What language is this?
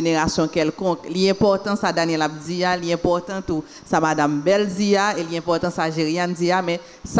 Haitian Creole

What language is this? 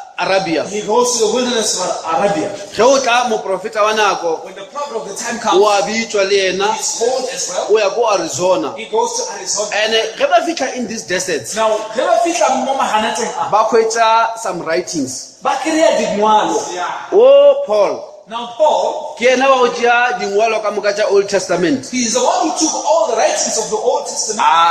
Northern Sotho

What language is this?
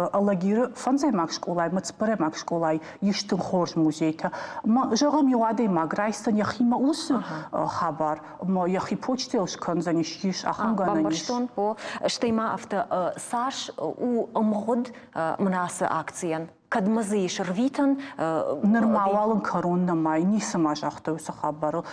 Ossetic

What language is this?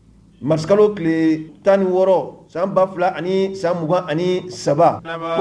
Mandingo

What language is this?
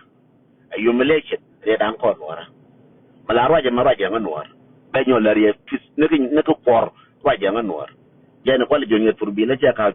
Nuer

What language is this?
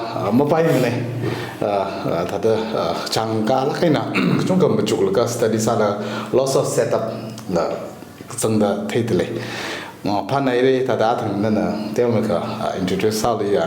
Tangkhul Naga (India)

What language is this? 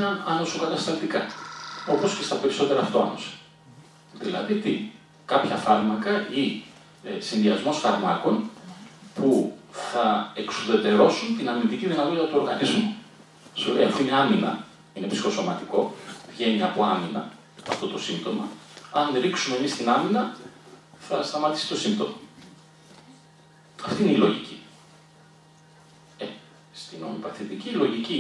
Greek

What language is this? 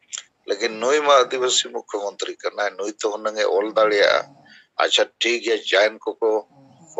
Santali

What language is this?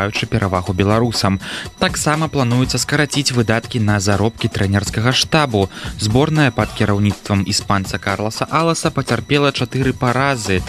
Belarusian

